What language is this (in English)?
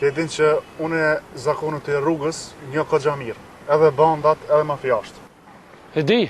Albanian